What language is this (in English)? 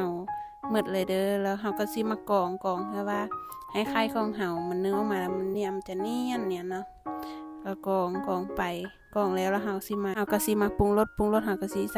Northeastern Thai